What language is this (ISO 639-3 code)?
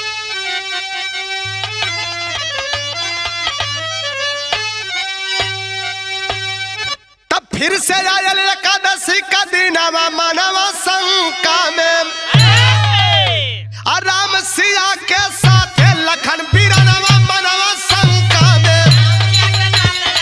bho